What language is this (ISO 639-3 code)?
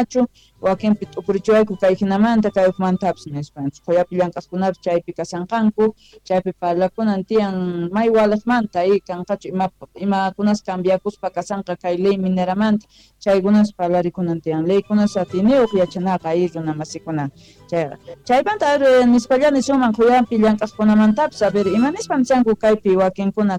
que